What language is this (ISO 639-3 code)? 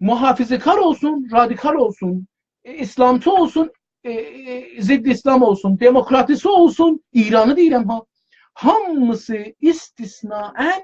azb